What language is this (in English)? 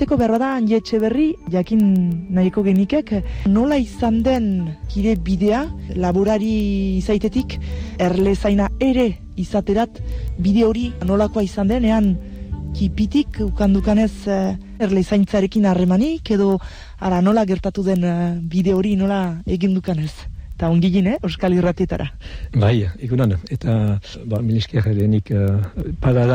Basque